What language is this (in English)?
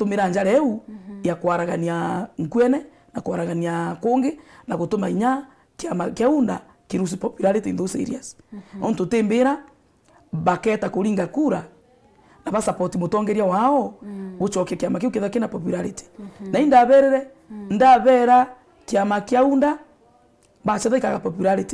Meru